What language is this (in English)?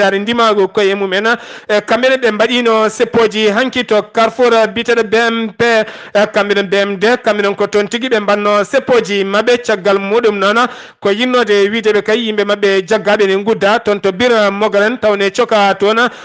Fula